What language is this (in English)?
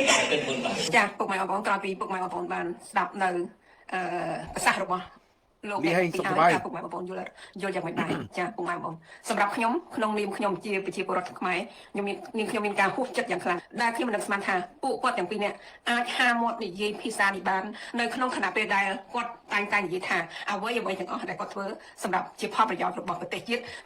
Khmer